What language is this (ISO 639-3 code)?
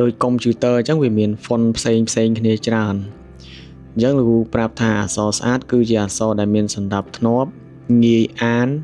khm